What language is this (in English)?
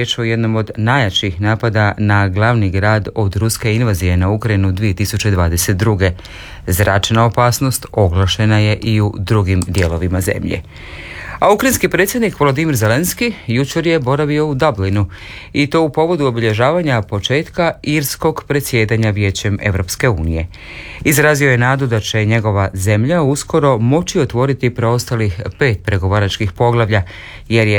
Croatian